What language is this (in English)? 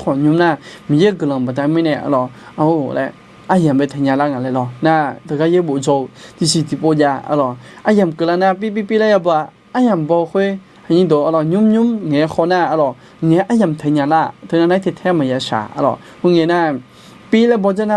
Akha